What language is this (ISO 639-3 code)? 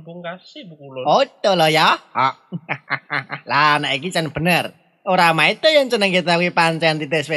jav